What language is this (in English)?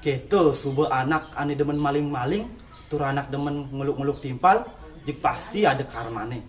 Balinese